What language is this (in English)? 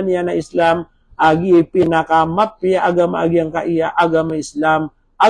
Maranao